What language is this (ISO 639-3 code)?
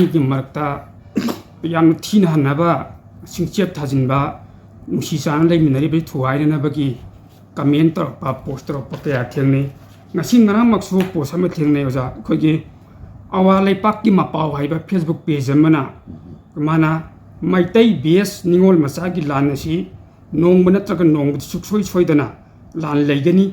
mni